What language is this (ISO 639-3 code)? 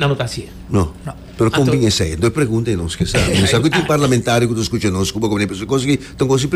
pap